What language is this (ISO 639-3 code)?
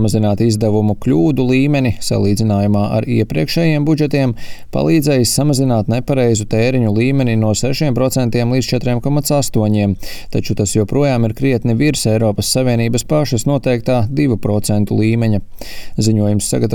lav